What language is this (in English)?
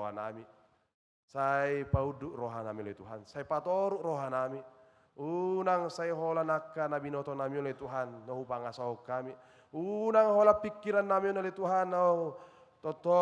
Batak Toba